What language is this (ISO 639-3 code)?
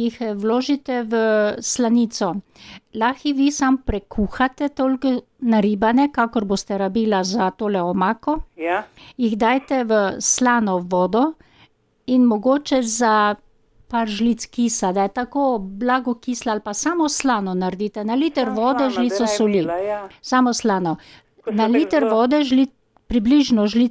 slv